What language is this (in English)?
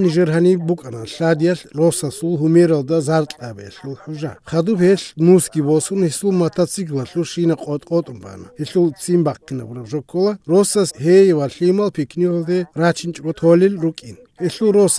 Avaric